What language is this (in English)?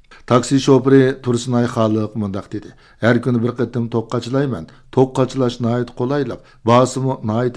Uyghur